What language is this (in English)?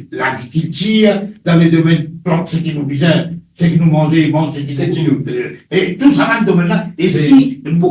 Morisyen